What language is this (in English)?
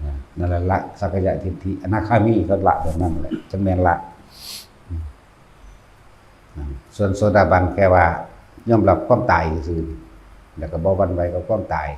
Northeastern Thai